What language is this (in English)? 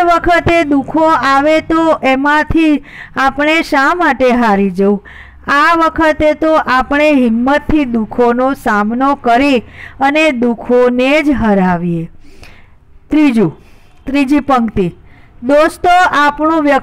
Gujarati